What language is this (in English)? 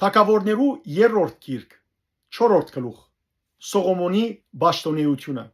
Western Armenian